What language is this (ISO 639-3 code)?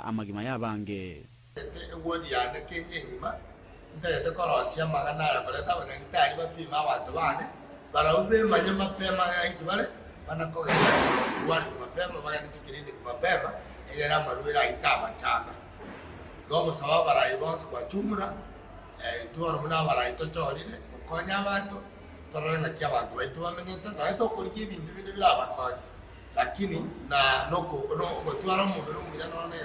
guz